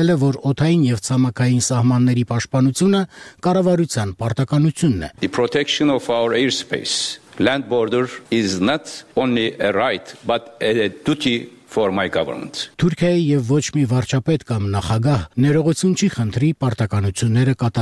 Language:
Armenian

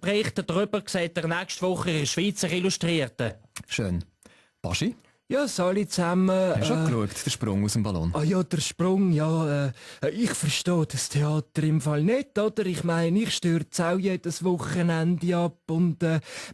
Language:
Swiss German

